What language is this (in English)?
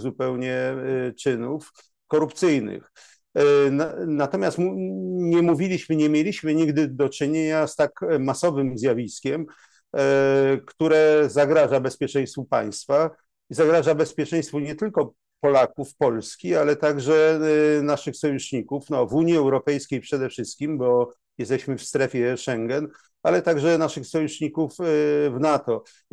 Polish